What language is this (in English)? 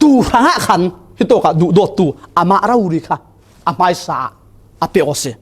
Falam Chin